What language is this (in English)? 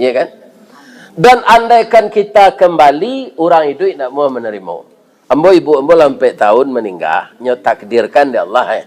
Minangkabau